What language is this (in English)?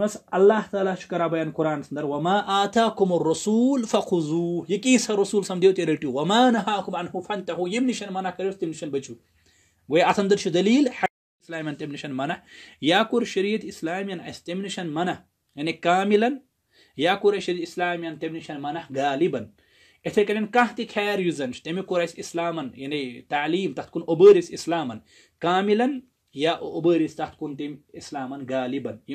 Kashmiri